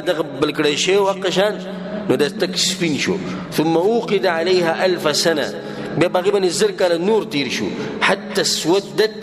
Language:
Pashto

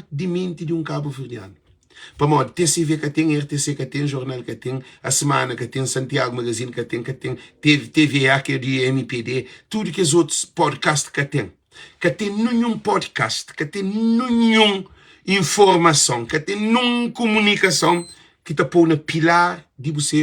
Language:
Kabuverdianu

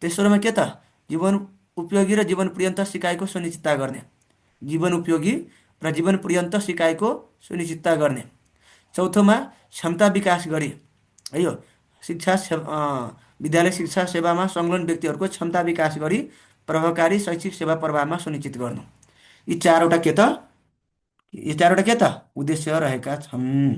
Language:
Nepali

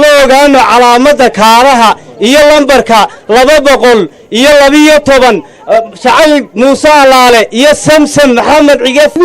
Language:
Somali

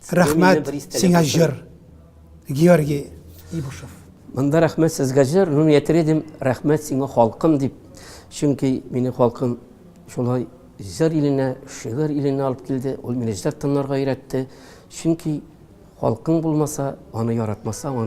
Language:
Tatar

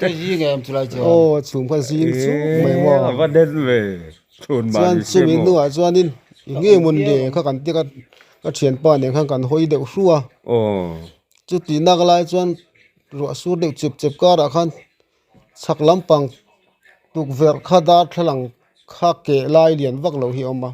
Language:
Mizo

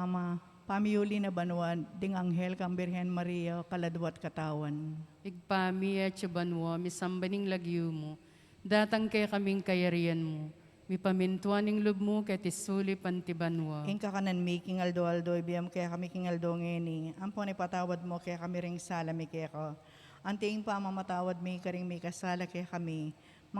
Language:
Pampanga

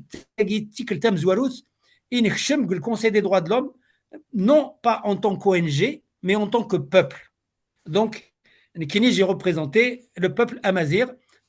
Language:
Kabyle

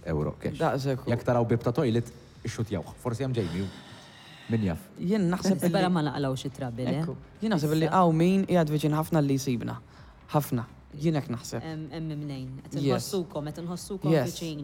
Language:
Maltese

